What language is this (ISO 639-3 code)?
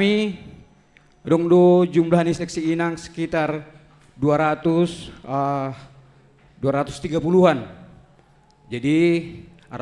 bts